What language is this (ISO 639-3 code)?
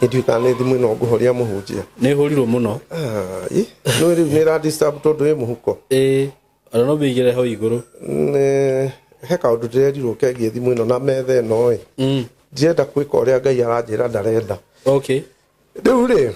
kik